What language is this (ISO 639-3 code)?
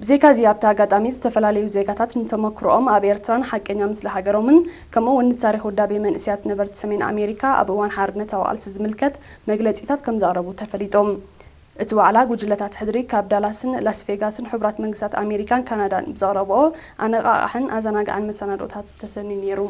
tir